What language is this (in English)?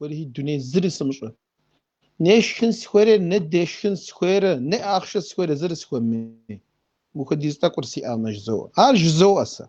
Kabardian